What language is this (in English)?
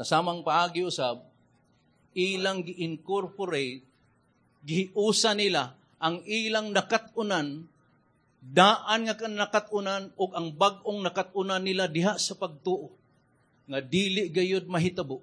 Cebuano